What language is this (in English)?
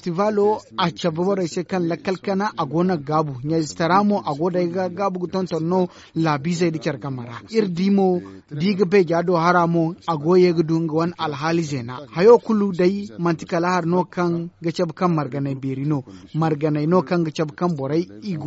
Zarma